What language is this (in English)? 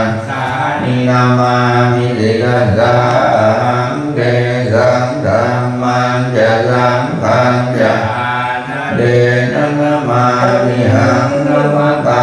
Pali